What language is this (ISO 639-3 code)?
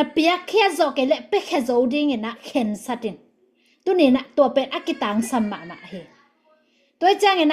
ctd